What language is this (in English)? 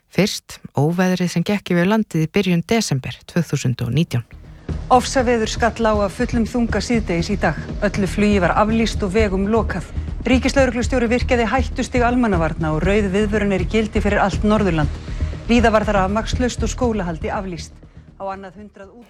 Icelandic